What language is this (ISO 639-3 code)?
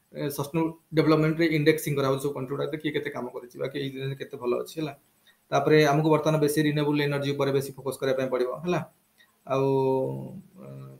ori